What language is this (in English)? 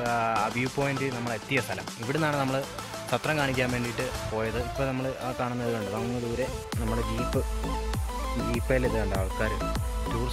Malayalam